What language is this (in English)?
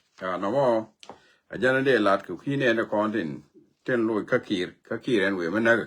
Nuer